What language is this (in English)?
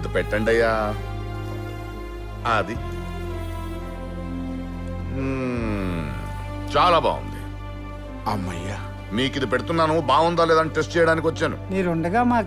Telugu